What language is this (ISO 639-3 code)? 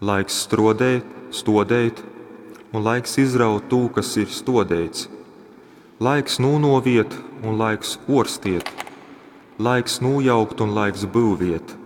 ltg